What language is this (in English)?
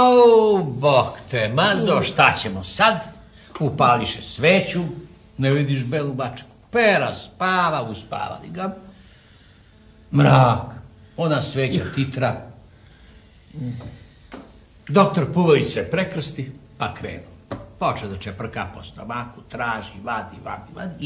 Serbian